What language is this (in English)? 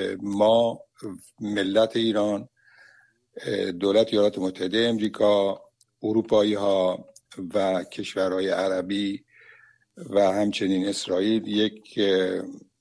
Persian